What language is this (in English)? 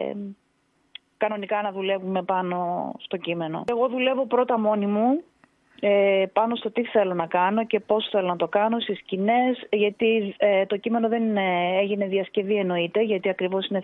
Greek